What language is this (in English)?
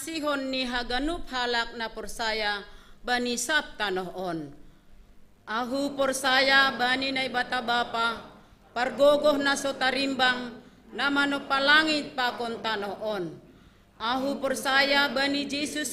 Batak Simalungun